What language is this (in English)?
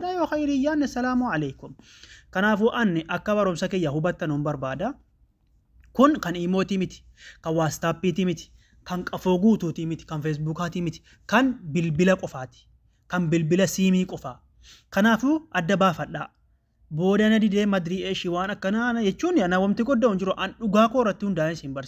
Oromo